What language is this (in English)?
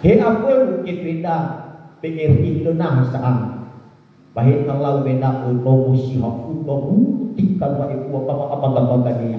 Nias